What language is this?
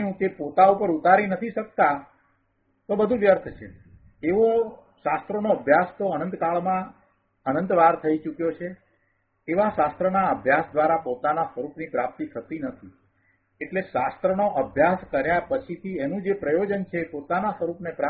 Gujarati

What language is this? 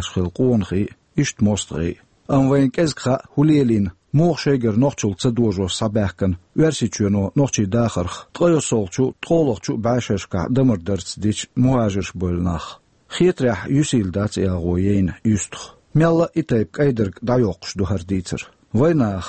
Chechen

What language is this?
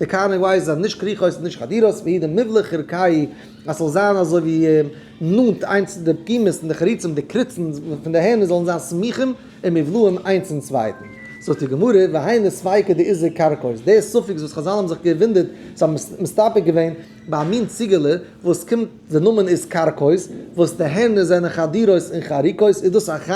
Yiddish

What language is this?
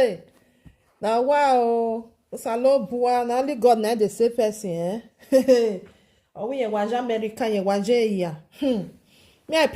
Nigerian Pidgin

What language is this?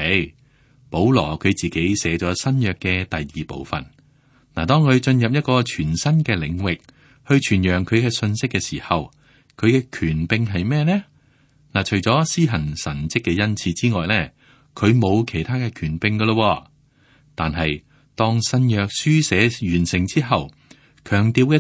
Cantonese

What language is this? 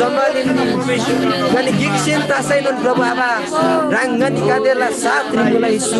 Eastern Tamang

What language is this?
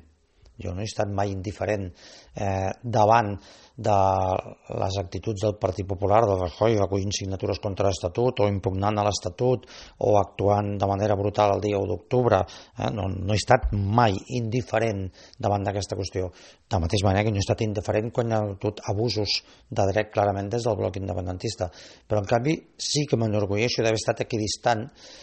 Catalan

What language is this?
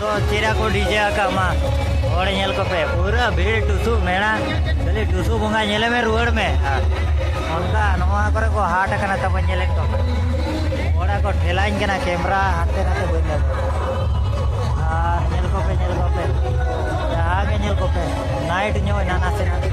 Santali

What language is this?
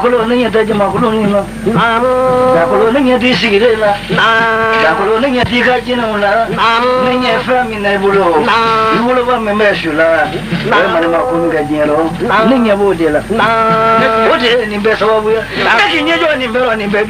Bambara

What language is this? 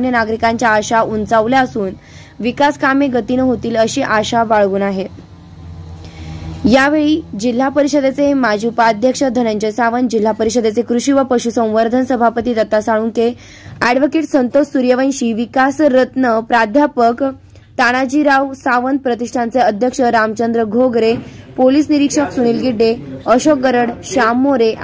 Marathi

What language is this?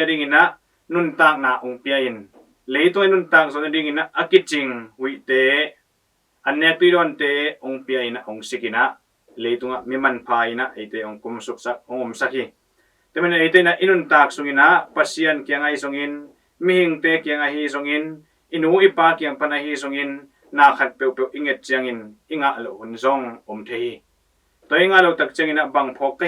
Tedim Chin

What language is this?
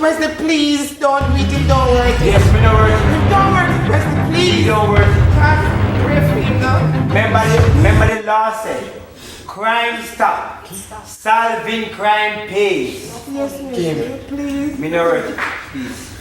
Jamaican Creole English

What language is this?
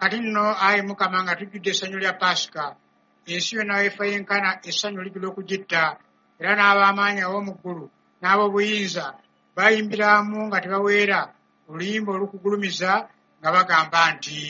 Ganda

